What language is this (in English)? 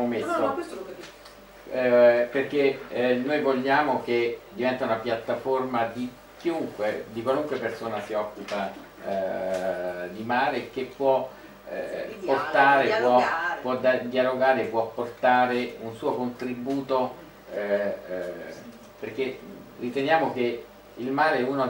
Italian